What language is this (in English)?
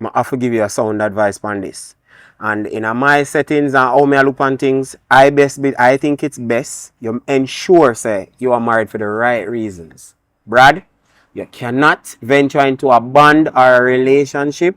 Jamaican Creole English